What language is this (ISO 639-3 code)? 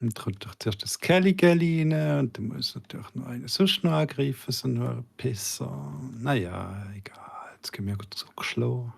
gsw